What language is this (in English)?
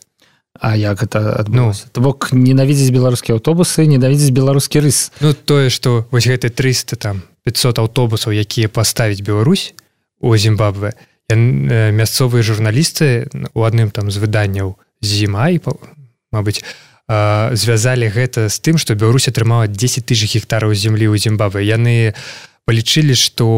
Belarusian